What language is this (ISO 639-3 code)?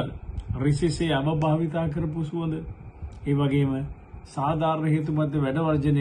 sin